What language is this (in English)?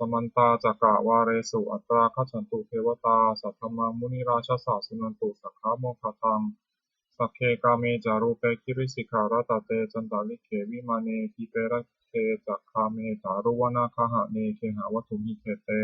Pali